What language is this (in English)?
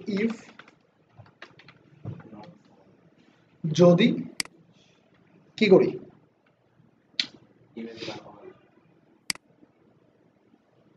Bangla